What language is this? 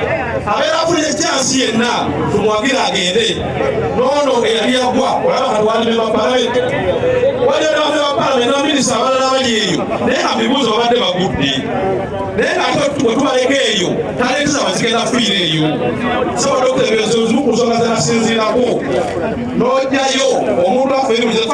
Ganda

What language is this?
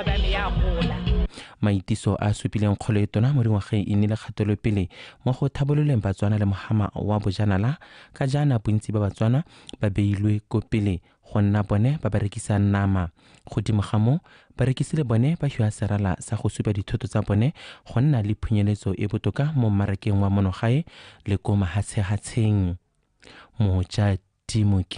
Tswana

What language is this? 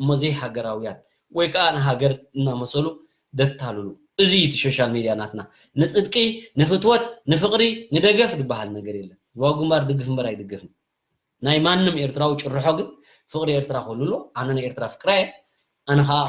Tigrinya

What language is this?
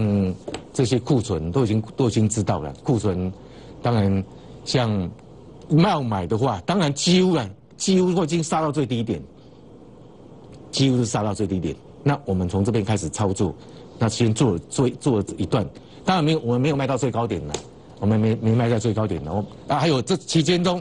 Chinese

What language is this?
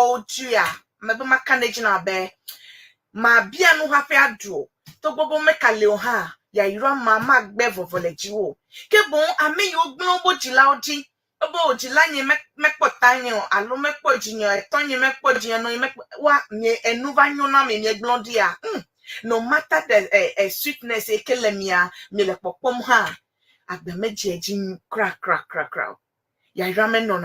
Ewe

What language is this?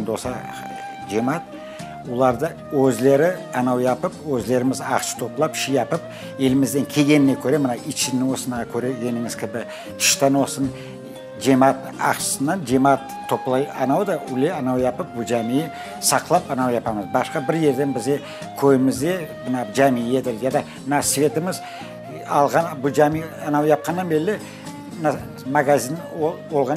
Crimean Tatar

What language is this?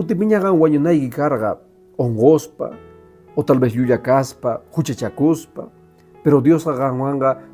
Quechua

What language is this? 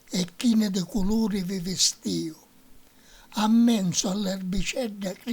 Sicilian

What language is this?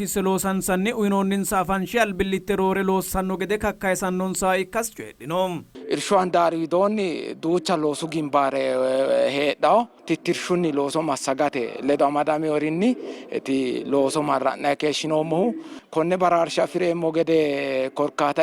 Sidamo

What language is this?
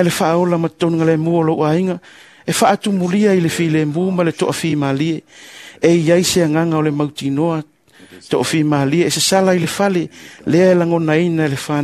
Samoan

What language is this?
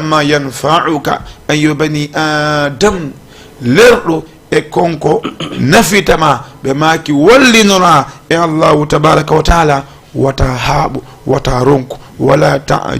Fula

